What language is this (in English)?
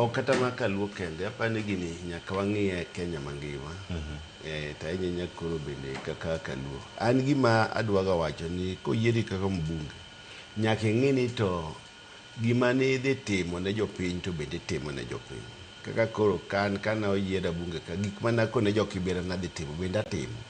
Luo (Kenya and Tanzania)